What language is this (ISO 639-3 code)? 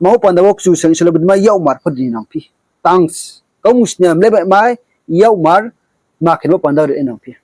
ria